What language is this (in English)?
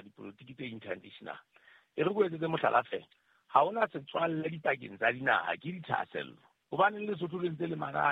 Southern Sotho